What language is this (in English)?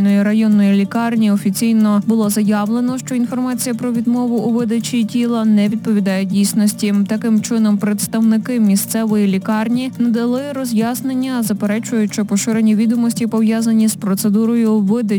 Ukrainian